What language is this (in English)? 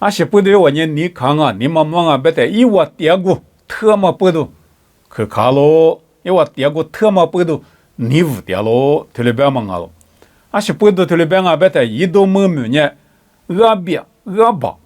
Lisu